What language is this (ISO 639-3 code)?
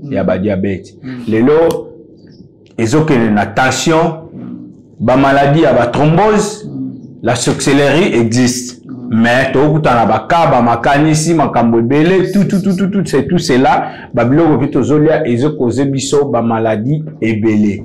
lin